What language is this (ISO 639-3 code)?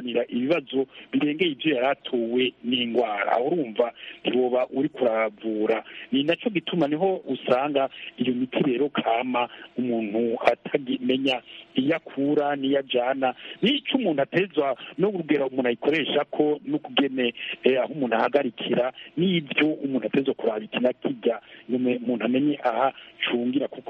kin